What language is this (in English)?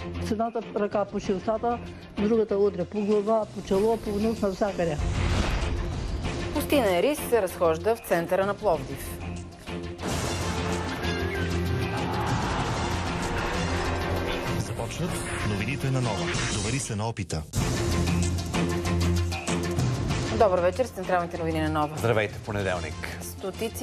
Bulgarian